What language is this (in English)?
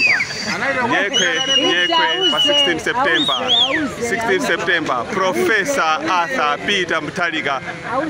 Nyanja